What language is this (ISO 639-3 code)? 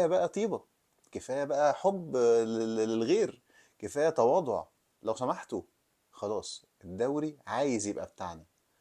arz